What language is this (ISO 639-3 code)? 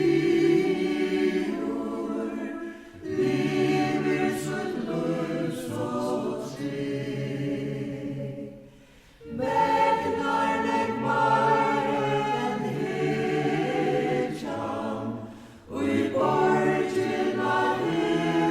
fao